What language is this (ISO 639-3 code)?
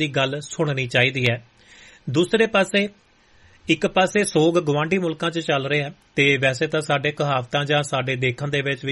pan